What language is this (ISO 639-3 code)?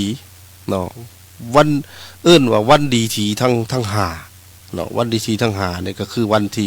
lao